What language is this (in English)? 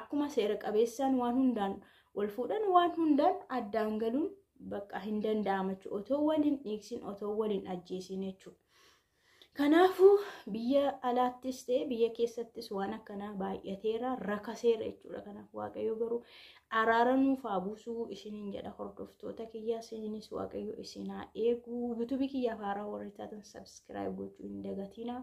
Oromo